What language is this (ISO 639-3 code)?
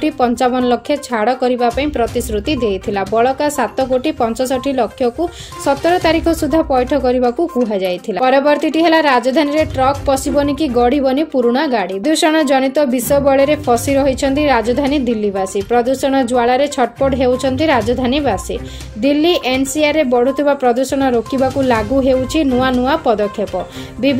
ori